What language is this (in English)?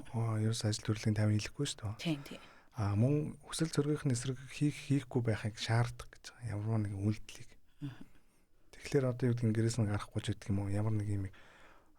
Mongolian